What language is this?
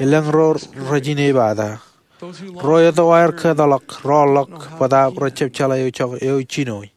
Marshallese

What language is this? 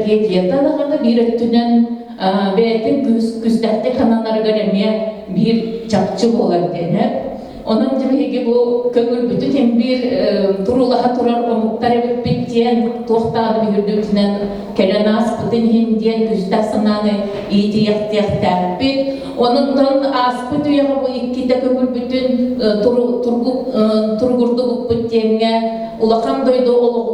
Yakut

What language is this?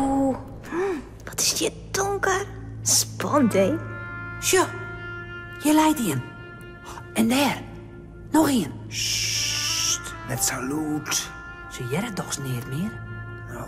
Western Frisian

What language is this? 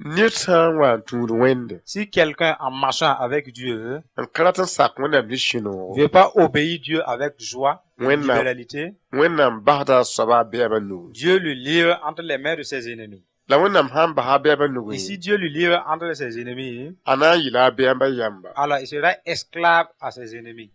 Mossi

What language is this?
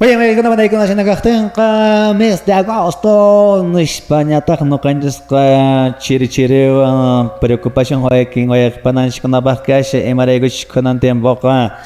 Quechua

